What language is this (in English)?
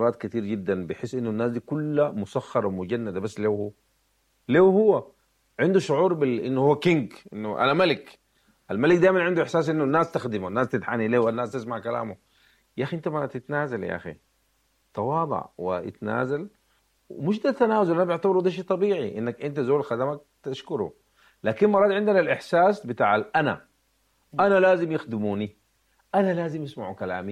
Sudanese Arabic